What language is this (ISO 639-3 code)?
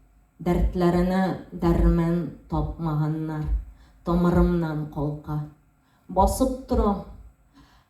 tat